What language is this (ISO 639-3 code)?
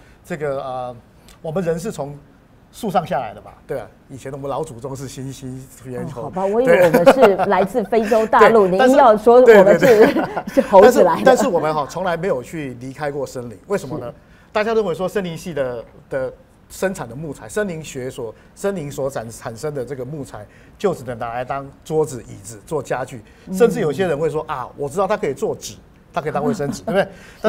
zho